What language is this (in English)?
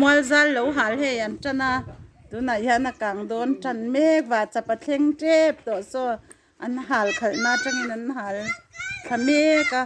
Mizo